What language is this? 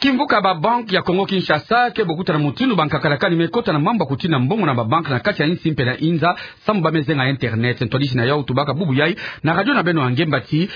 Kituba (Democratic Republic of Congo)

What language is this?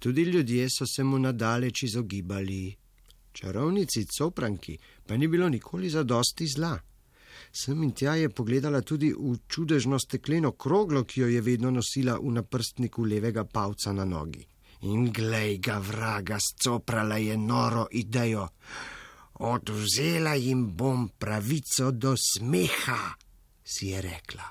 Slovenian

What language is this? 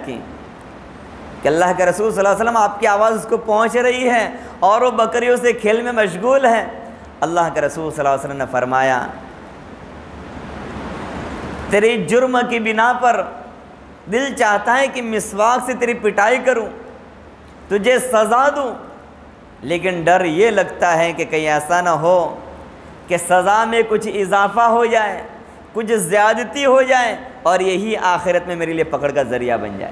Urdu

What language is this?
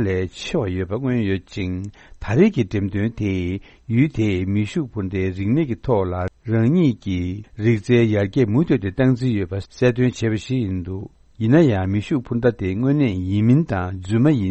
Tibetan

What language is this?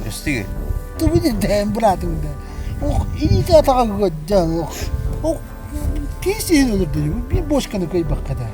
Yakut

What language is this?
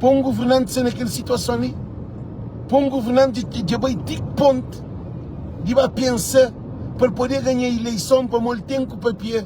Kabuverdianu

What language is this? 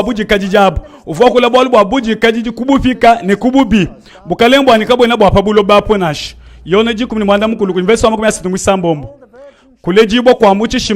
Luba-Lulua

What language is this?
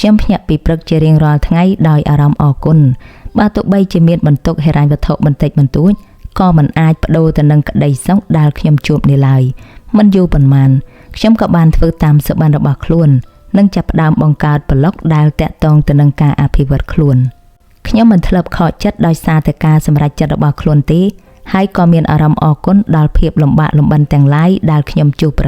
Khmer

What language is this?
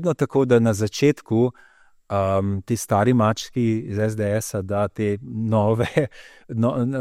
Slovenian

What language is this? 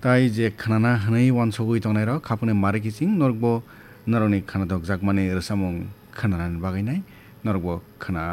Kok Borok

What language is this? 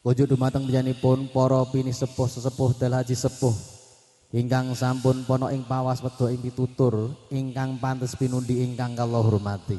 Javanese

